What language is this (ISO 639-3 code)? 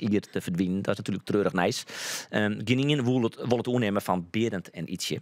fry